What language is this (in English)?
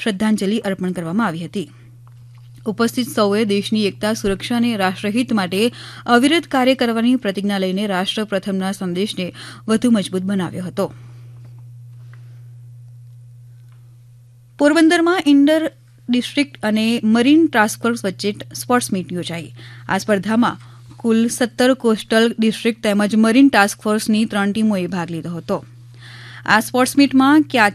Gujarati